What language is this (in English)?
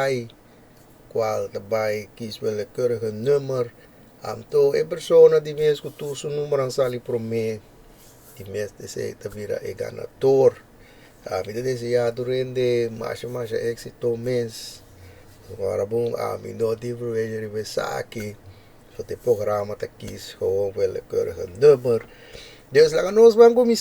Papiamento